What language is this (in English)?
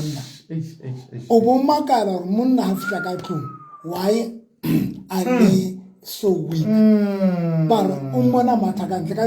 Southern Sotho